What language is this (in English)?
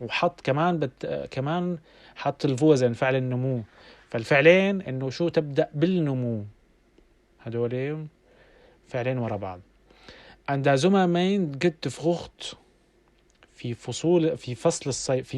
North Levantine Arabic